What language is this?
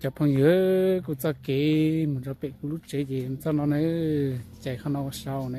Hmong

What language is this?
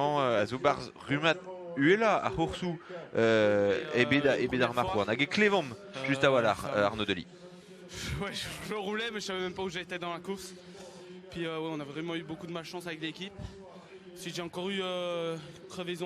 Breton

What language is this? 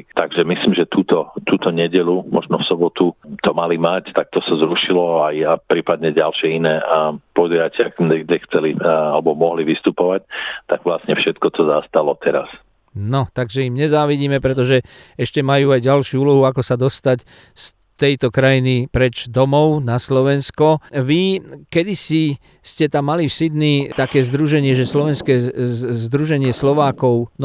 Slovak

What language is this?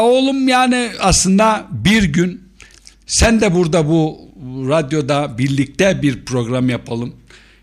Turkish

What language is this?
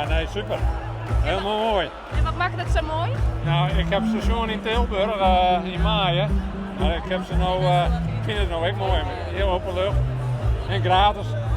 Western Frisian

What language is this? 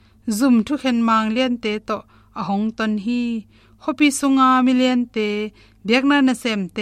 Tedim Chin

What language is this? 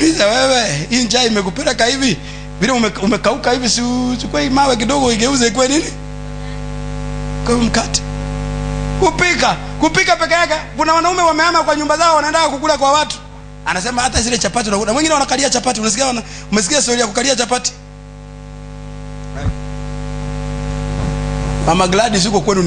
Swahili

